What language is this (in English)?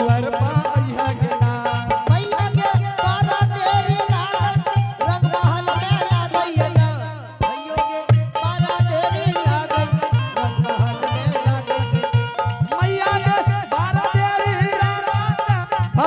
Angika